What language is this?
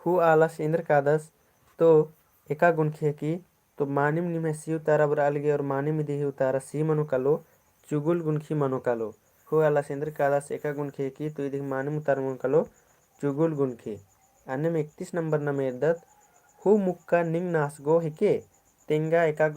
Kurukh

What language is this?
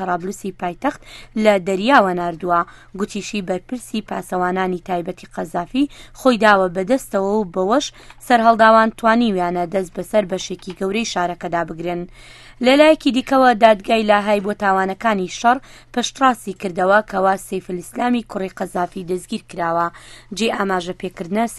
Central Kurdish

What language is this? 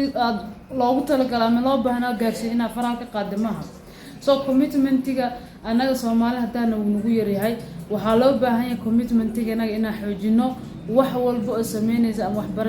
Somali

